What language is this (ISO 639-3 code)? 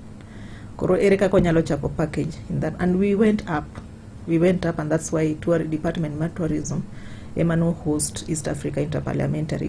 luo